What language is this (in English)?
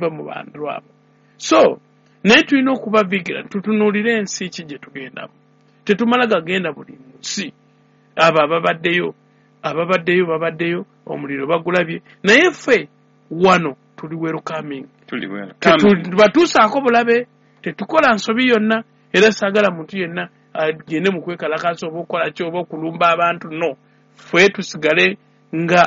Ganda